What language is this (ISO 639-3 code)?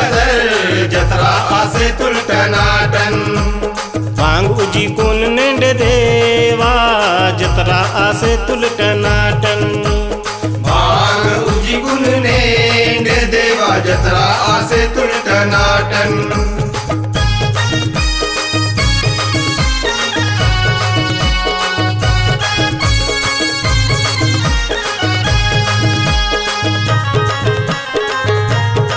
gon